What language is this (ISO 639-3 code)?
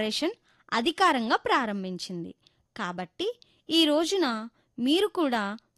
tel